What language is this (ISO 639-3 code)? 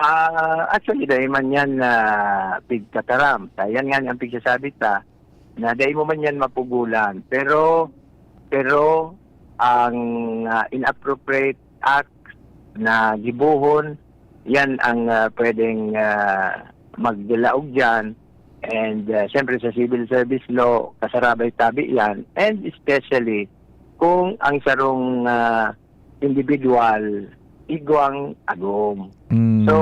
bik